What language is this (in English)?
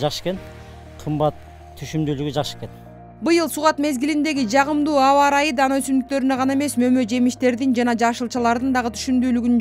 Kyrgyz